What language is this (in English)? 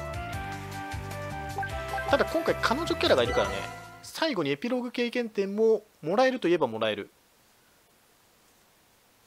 Japanese